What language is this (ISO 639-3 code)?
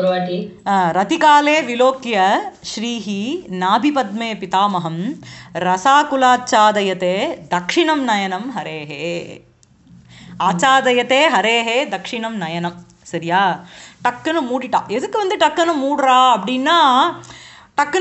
tam